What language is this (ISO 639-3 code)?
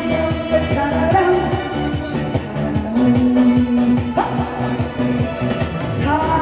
kor